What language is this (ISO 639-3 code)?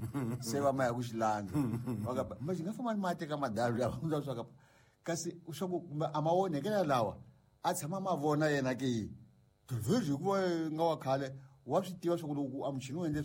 tso